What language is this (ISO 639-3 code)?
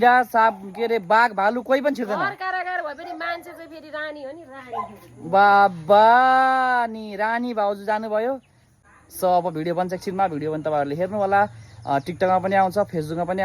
nep